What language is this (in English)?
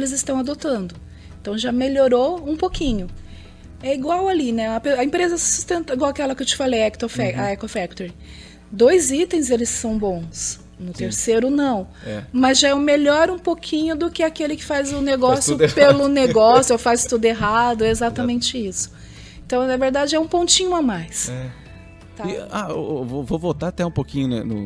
Portuguese